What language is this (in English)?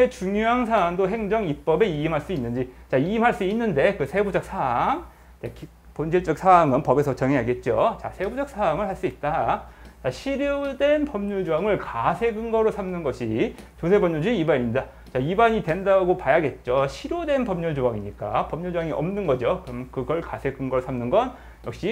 Korean